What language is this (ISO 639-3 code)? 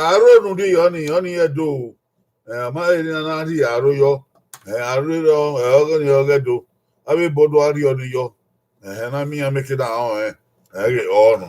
bin